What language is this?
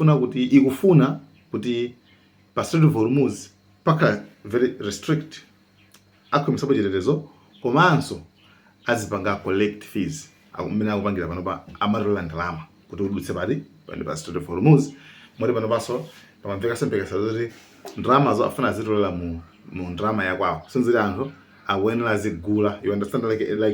Nyanja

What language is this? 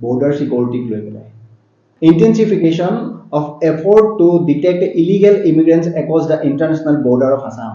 Assamese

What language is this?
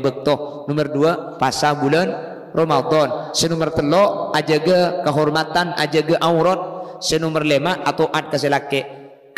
Madurese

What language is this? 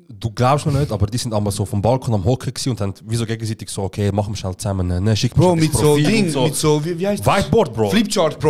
Swiss German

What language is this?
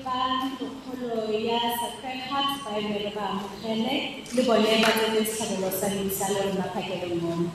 Tswana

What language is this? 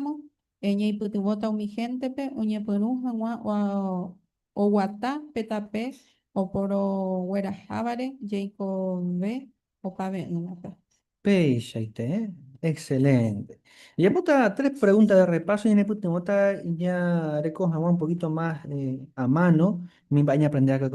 Guarani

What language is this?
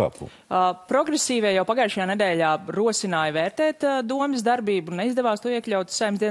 Latvian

